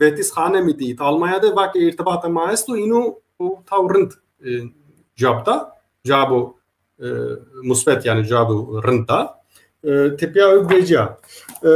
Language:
Zaza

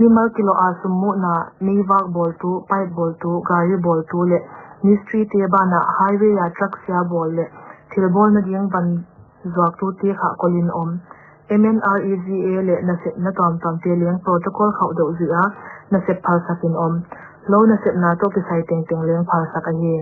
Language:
Paite Chin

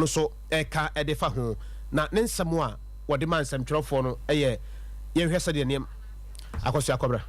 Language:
Akan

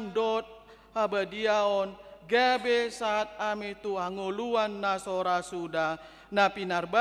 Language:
Batak Toba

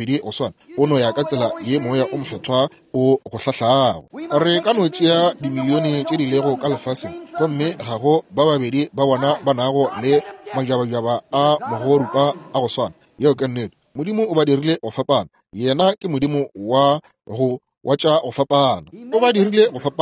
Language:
Northern Sotho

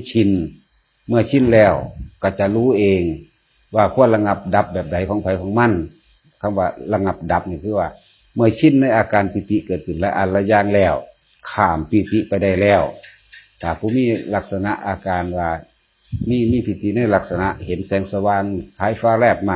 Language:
Northeastern Thai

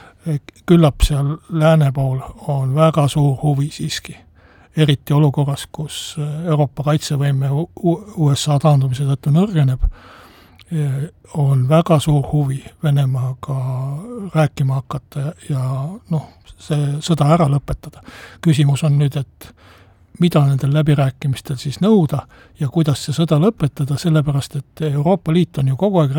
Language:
Estonian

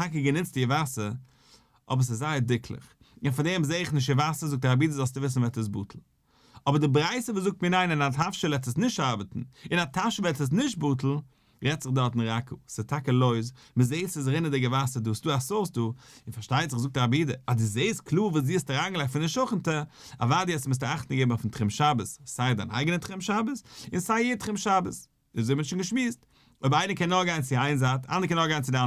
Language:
Yiddish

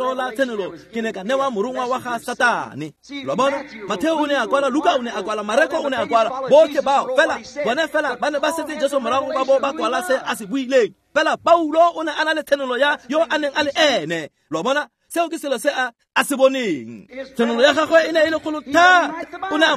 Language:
Tswana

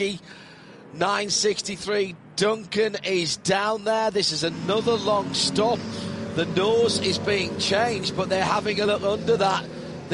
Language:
English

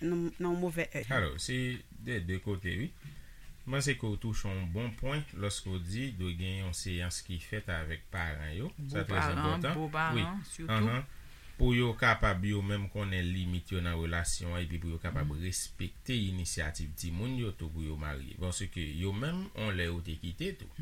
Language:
Haitian Creole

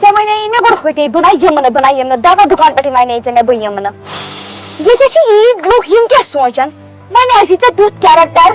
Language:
Kashmiri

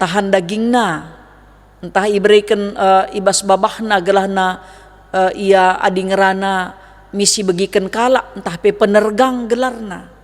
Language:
Batak Karo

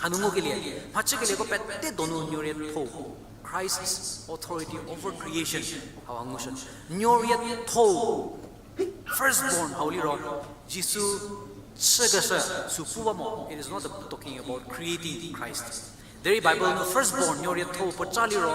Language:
Angami Naga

